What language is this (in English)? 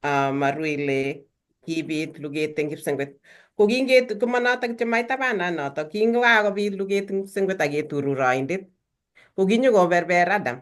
Kalenjin